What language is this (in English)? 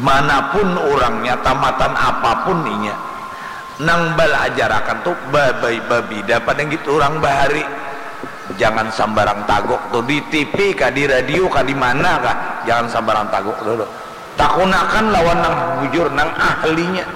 Banjar